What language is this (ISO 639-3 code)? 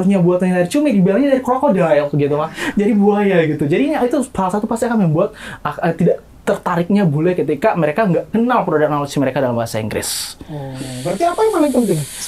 ind